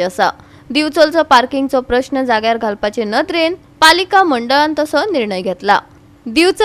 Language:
Konkani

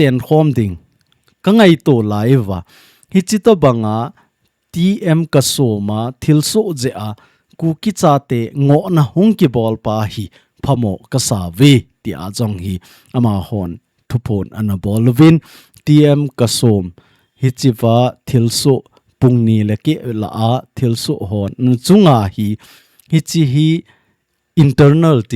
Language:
Thado Chin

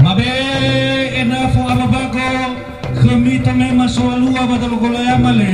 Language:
Nias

